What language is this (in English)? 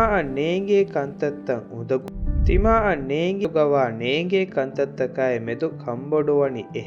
Divehi